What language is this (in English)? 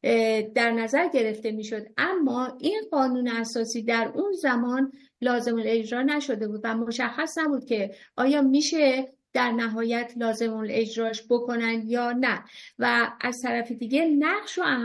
Persian